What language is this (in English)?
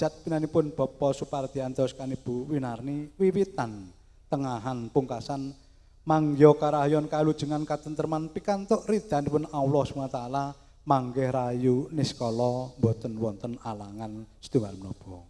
Javanese